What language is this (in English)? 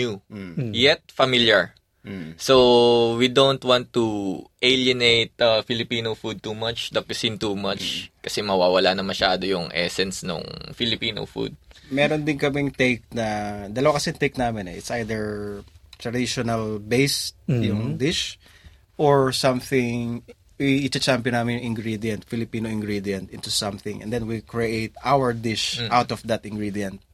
Filipino